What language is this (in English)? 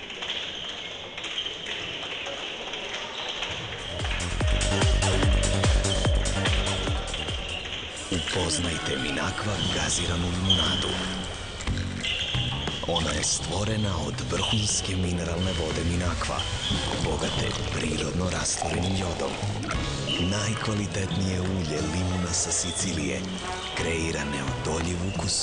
Serbian